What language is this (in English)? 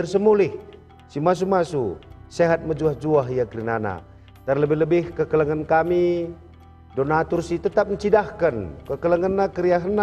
Batak Karo